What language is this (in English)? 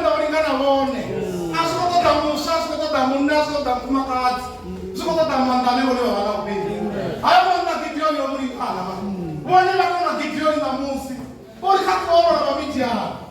Venda